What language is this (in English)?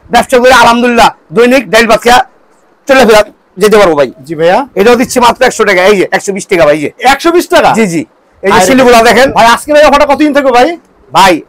Bangla